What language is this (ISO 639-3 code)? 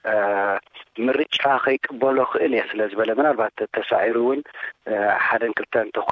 tir